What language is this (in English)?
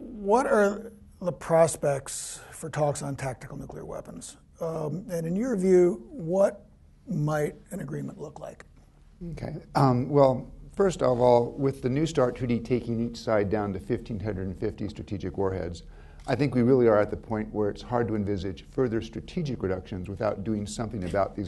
English